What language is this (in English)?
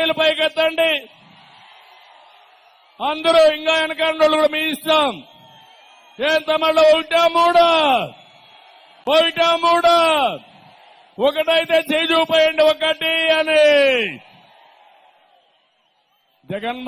Telugu